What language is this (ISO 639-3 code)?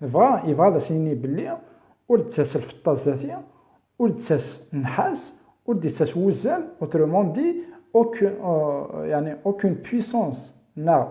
kab